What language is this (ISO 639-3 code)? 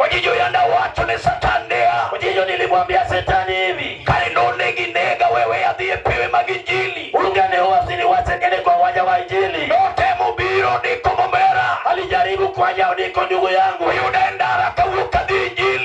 luo